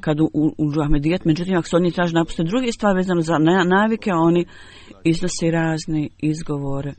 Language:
Bosnian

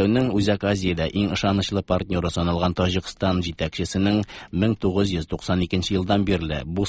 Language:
Tatar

